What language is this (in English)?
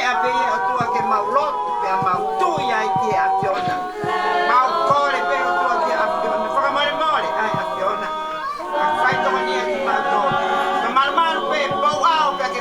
Tongan